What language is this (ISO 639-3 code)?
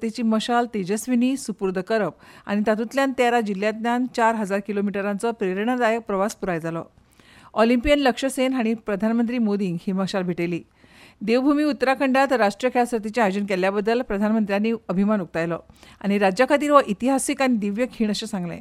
kok